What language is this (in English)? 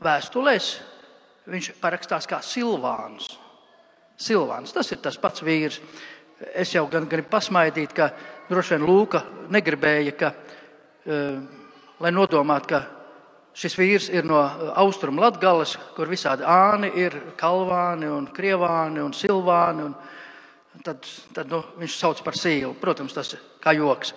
Latvian